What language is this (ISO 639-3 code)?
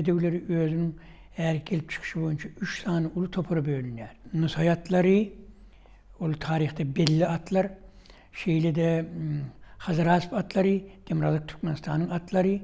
tuk